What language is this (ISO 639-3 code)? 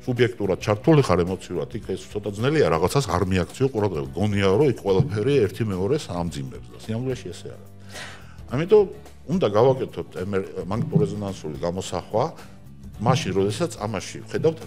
kat